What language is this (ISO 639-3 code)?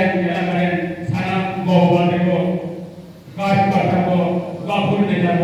sat